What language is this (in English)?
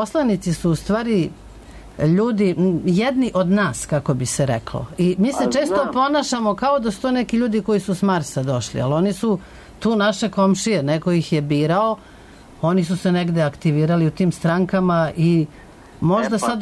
Serbian